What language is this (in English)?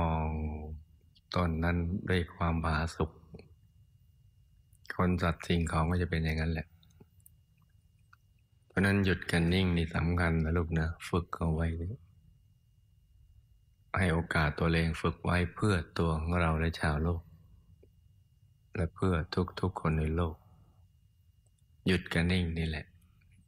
Thai